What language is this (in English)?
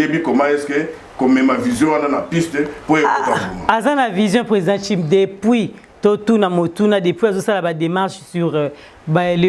Lingala